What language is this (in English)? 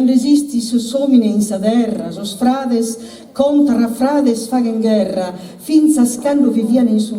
Sardinian